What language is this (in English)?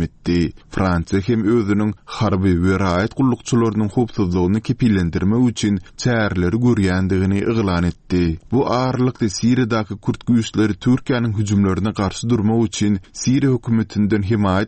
Turkmen